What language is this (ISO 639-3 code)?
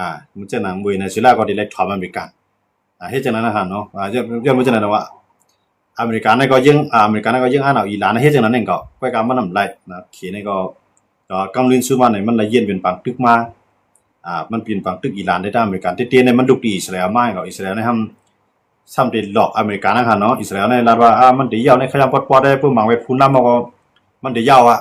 shn